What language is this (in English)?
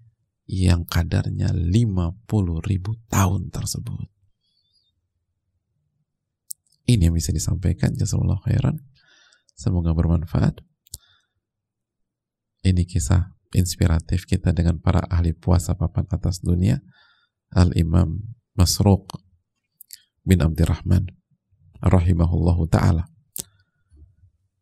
Indonesian